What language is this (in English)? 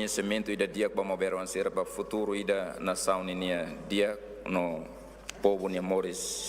Tetum